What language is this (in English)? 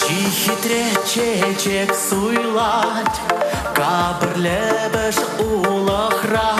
Chuvash